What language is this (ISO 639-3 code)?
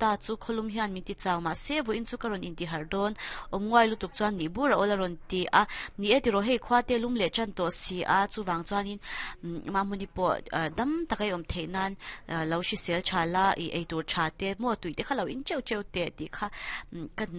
lus